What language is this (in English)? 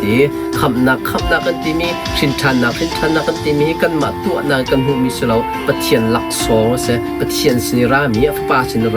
Hakha Chin